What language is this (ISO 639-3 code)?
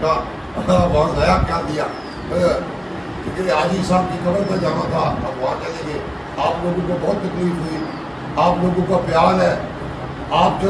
urd